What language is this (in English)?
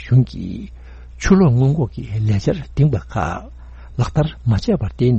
Tibetan